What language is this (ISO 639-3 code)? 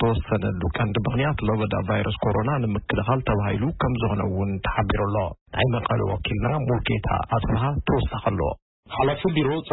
tir